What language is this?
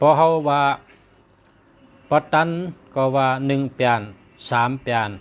Shan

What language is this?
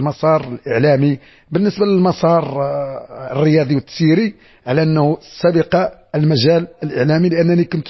Moroccan Arabic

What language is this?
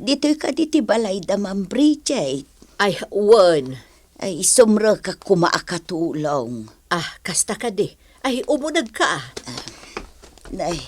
Iloko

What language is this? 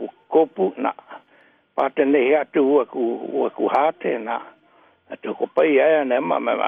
Māori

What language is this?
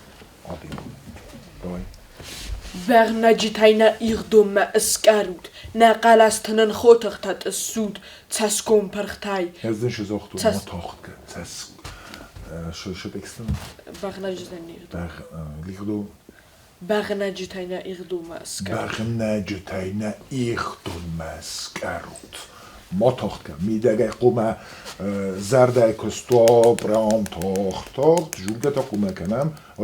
Ossetic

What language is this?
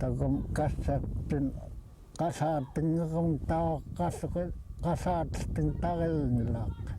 Central Yupik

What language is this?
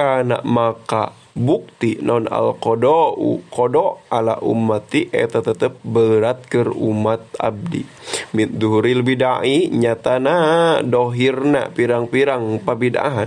Sundanese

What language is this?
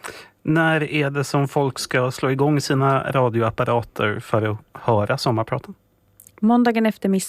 Swedish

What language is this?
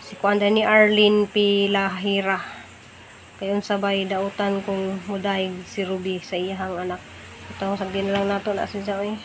Cebuano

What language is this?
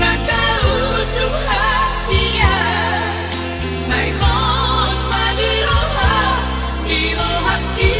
Batak Toba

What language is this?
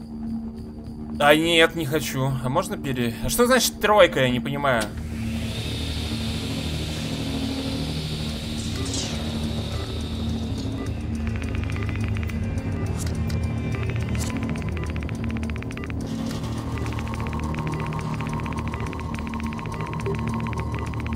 Russian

